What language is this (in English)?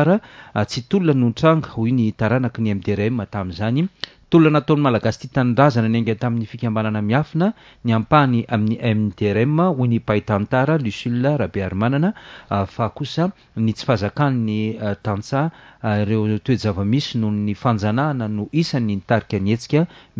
Malagasy